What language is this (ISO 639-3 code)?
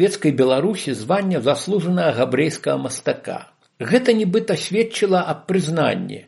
bel